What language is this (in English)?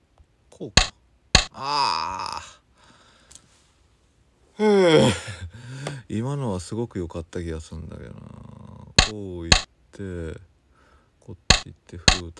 Japanese